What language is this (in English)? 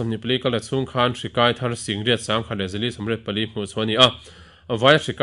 Mizo